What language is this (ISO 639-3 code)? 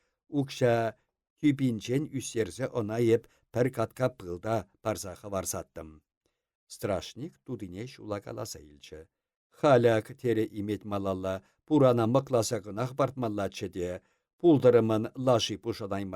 chv